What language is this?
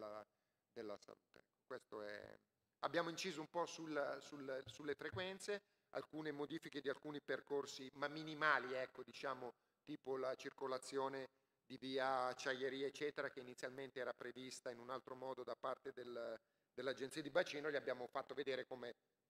Italian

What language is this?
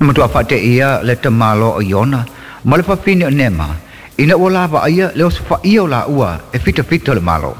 Samoan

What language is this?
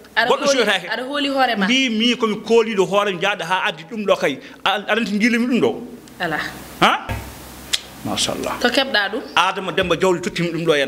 Fula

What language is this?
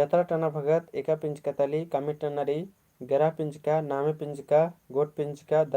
Kurukh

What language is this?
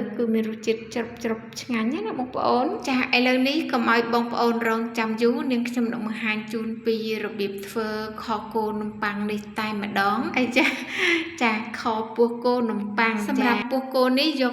Khmer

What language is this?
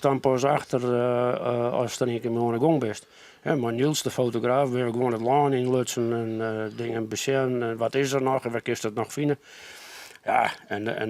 Western Frisian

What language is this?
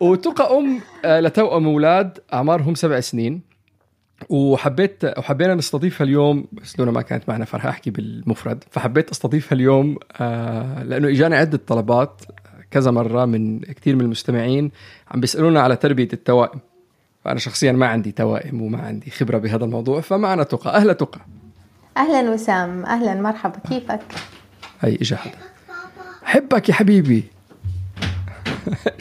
North Levantine Arabic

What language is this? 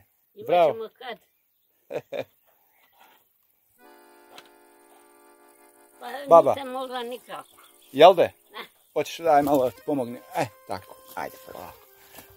Bosnian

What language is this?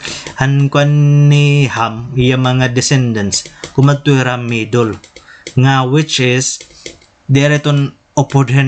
Waray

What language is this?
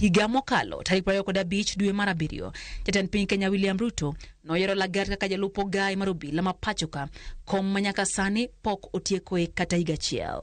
Luo (Kenya and Tanzania)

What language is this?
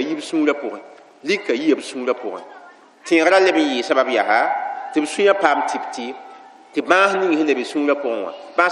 Mossi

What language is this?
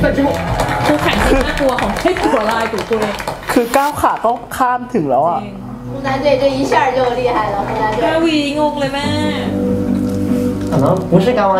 Chinese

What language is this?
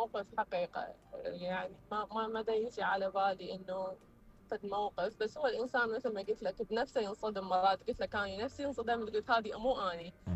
Mesopotamian Arabic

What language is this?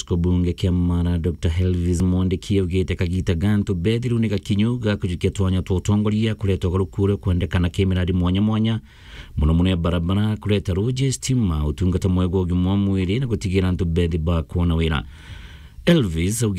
Meru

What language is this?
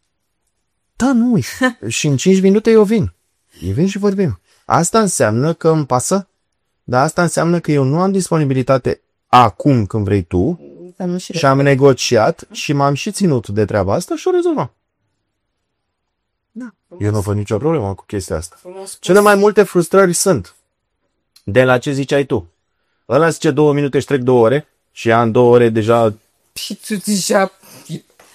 Romanian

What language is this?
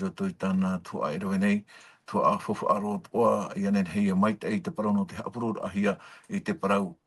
Tahitian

